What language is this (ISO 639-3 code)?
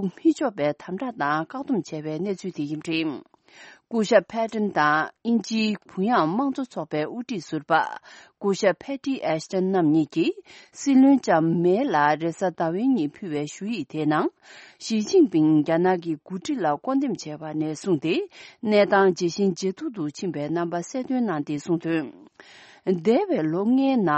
bod